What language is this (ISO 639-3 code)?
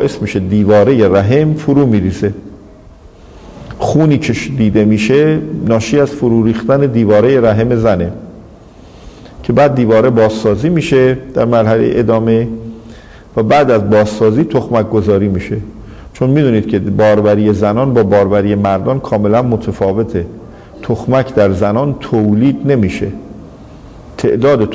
fas